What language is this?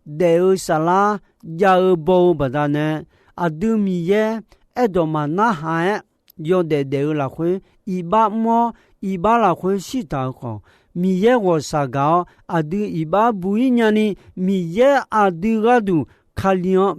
Akha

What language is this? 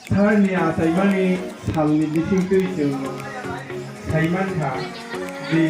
Kok Borok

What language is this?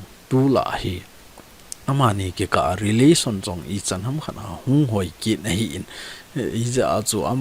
Thado Chin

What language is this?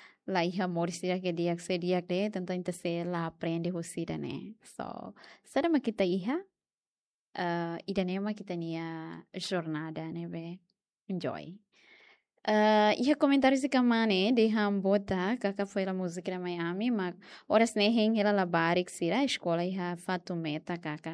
Tetum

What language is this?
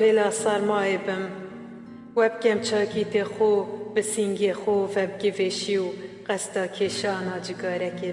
Kurdish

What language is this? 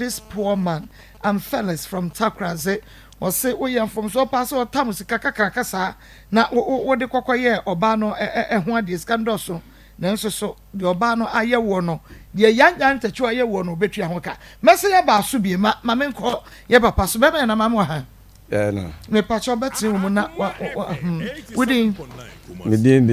Akan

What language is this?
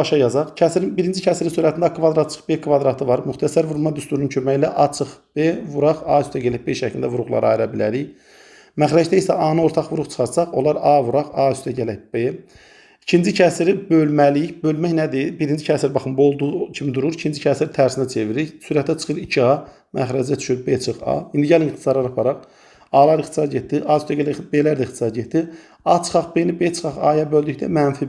Azerbaijani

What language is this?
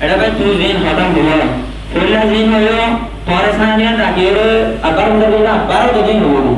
Rohingya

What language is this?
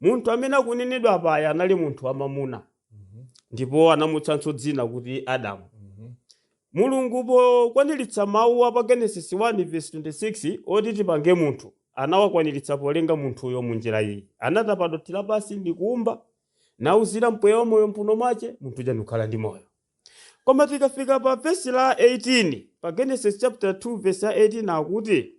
Nyanja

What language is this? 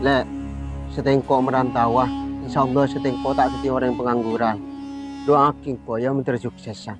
Madurese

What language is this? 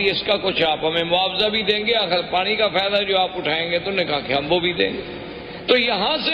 Urdu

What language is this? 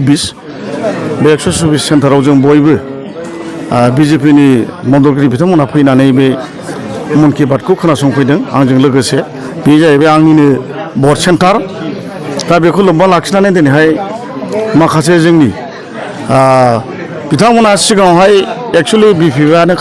Bodo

